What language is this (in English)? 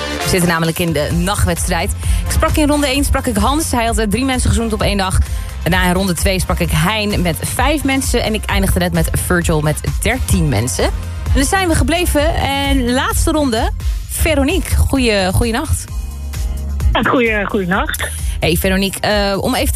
Dutch